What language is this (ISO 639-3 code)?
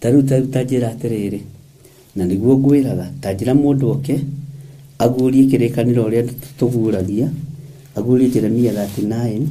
kik